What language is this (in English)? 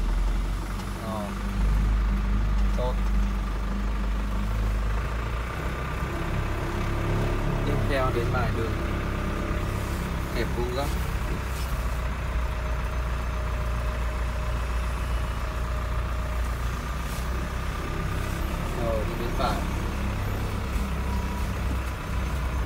Vietnamese